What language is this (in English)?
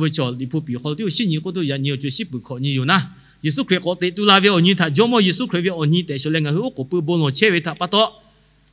Lahu